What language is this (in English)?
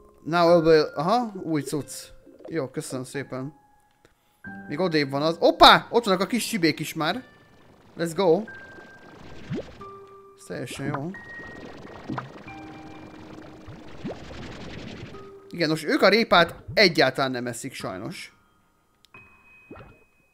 Hungarian